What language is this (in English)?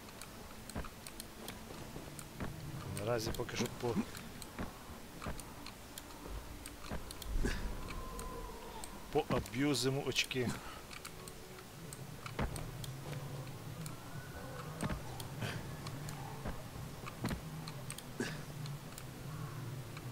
Ukrainian